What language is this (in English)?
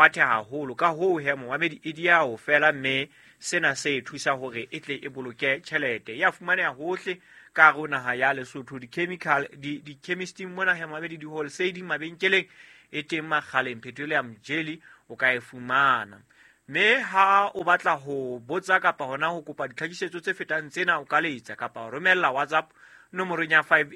Southern Sotho